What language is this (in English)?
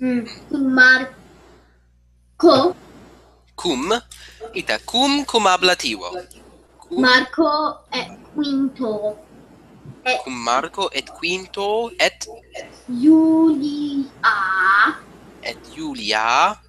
Latin